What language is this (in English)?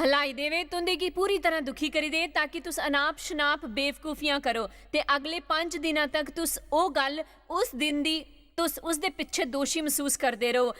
Dogri